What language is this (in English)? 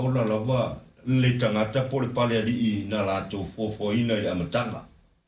Samoan